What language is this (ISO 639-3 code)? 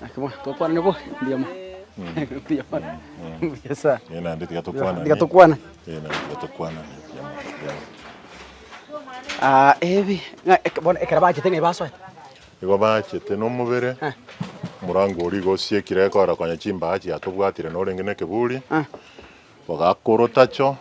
guz